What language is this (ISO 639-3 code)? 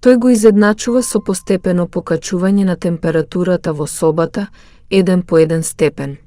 mkd